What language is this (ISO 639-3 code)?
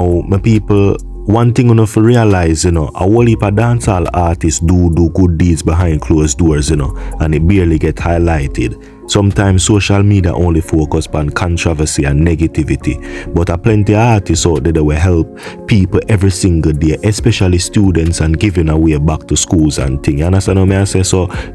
jam